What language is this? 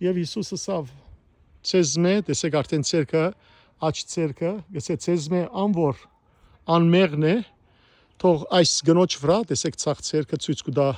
Western Armenian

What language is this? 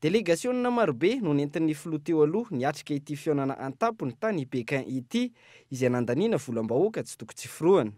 Malagasy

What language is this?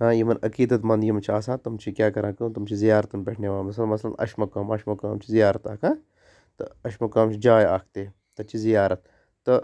Kashmiri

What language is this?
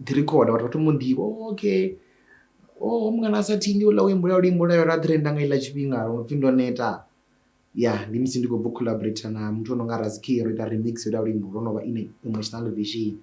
Venda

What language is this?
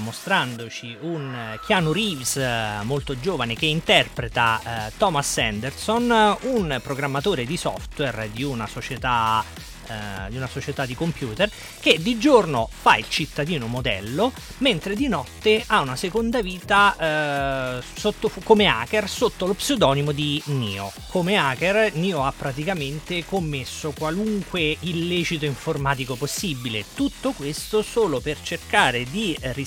Italian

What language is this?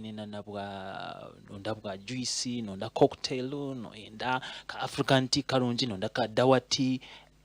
Nyankole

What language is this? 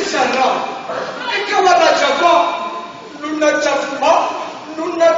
Neapolitan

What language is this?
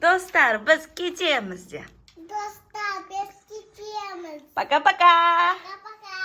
Kazakh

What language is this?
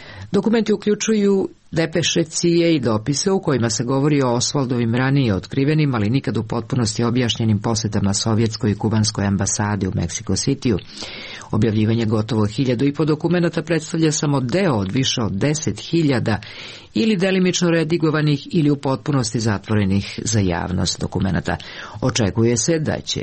Serbian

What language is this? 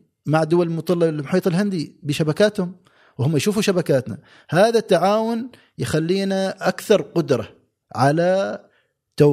Gulf Arabic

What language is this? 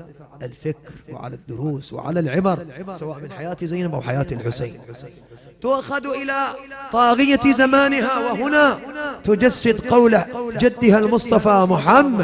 Arabic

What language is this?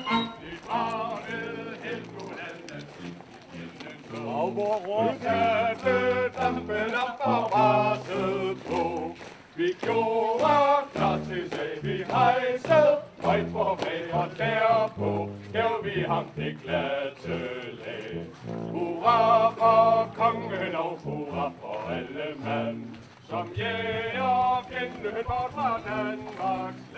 Danish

